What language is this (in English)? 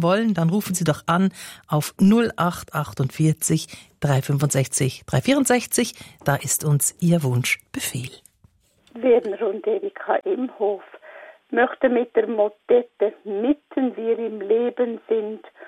German